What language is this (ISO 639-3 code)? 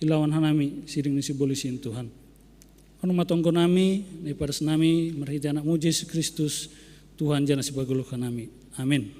bts